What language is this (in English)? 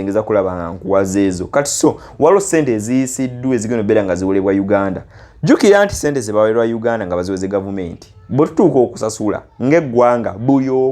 Ganda